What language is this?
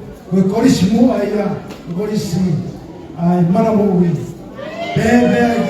Tongan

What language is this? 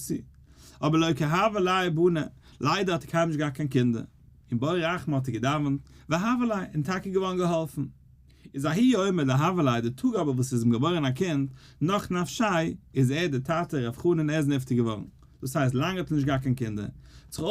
Yiddish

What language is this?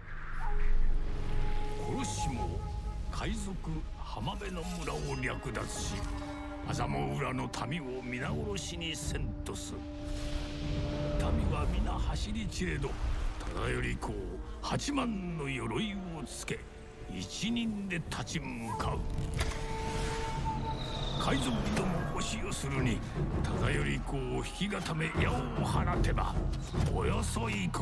Japanese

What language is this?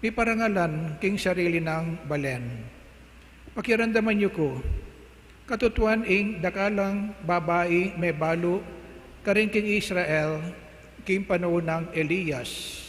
Pampanga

